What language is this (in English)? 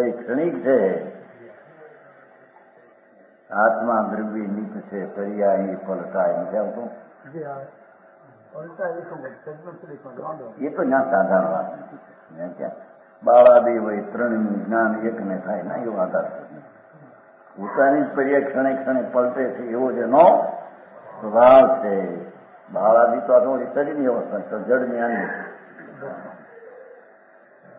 Gujarati